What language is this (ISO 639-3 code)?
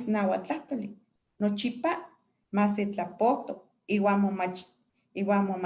nhe